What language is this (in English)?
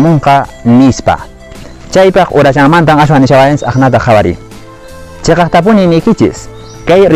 Quechua